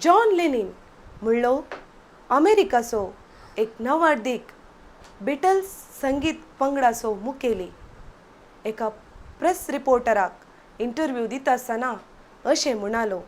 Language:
Konkani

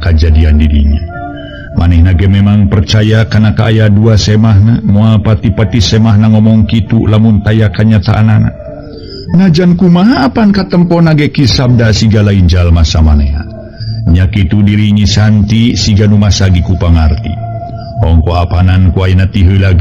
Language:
Sundanese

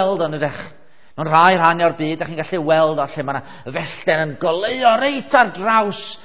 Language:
Welsh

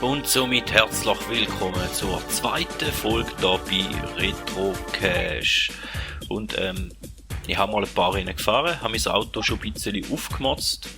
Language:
Swiss German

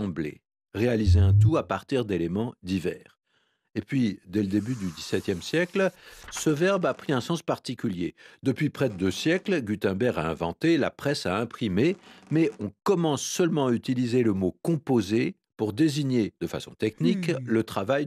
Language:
French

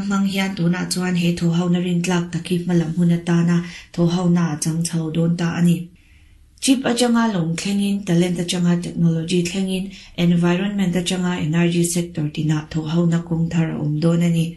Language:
Mizo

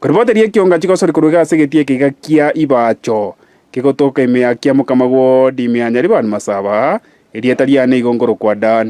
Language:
Gusii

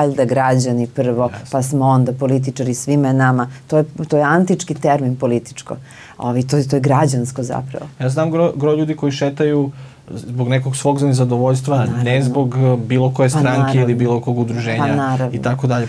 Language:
Serbian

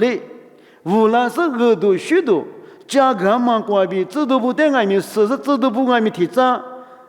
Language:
Lisu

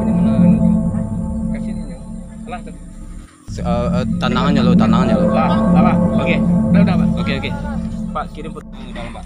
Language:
Minangkabau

